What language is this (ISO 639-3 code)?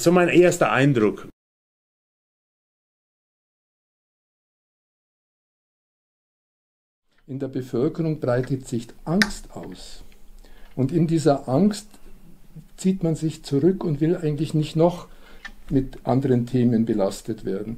deu